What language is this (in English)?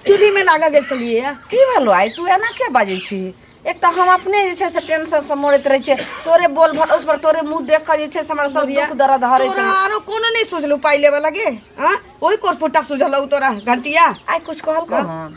Maithili